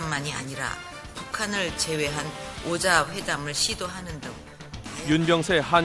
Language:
Korean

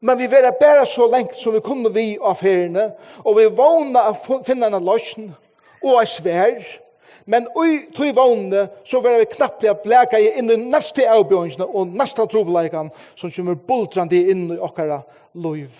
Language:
Faroese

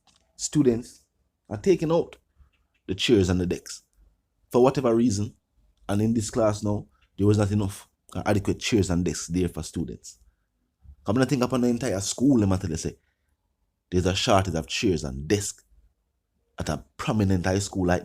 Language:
Jamaican Creole English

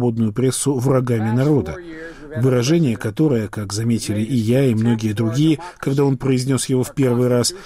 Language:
Russian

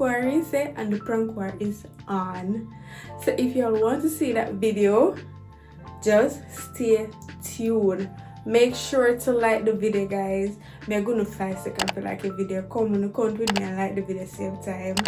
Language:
Jamaican Creole English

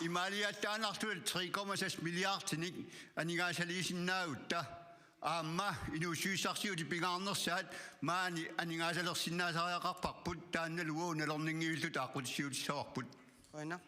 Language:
Kalaallisut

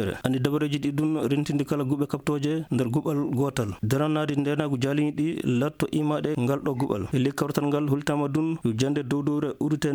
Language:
Fula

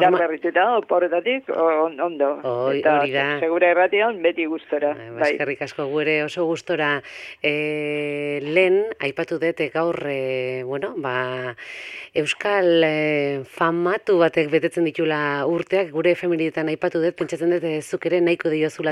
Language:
Basque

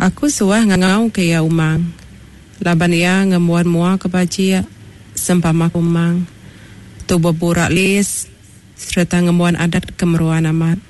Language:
Iban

